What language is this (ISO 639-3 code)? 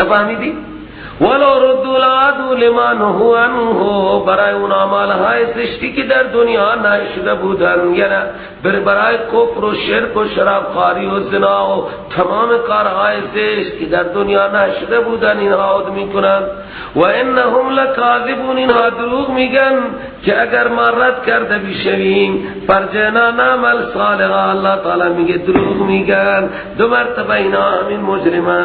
fas